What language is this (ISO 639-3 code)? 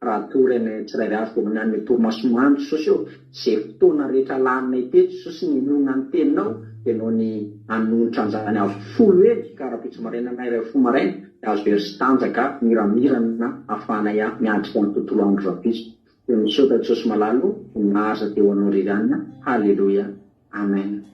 mlg